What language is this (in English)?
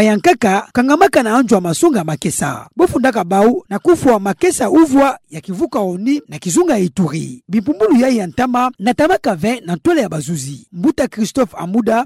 Kituba (Democratic Republic of Congo)